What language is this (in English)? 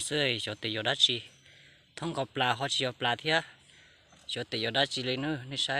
Hmong